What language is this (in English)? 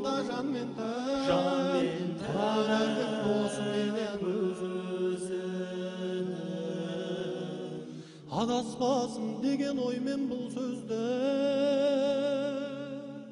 Kazakh